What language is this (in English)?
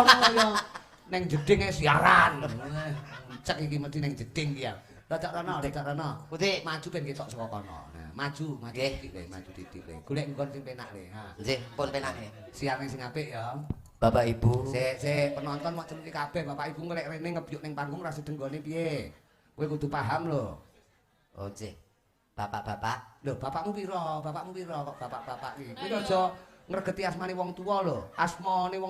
Javanese